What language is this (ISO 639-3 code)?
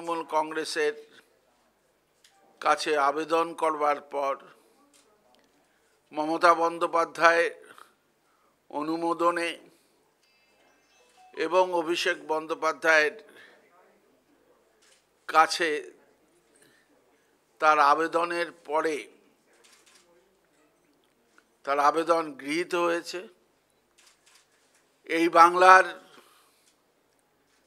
ben